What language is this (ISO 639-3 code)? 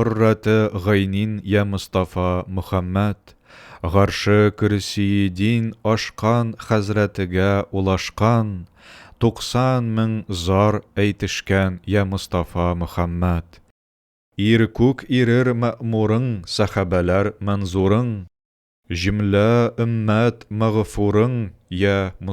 tat